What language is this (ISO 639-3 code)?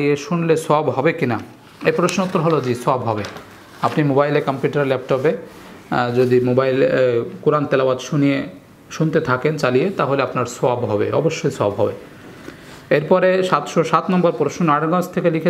ben